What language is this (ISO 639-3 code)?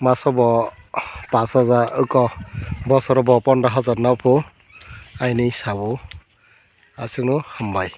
trp